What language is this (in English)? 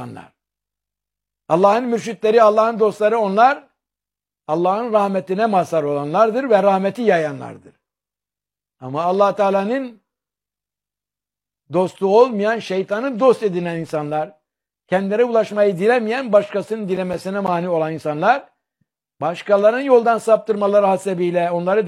Turkish